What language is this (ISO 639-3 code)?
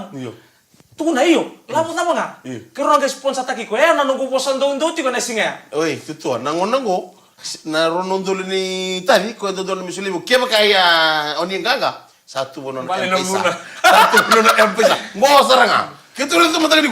fij